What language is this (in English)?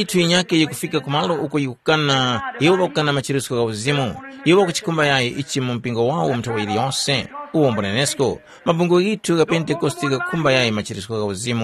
Tumbuka